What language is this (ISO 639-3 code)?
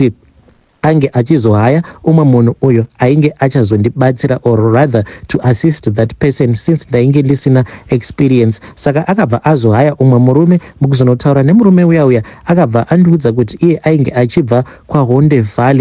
sna